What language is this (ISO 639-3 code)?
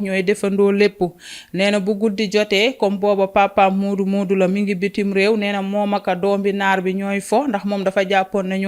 wol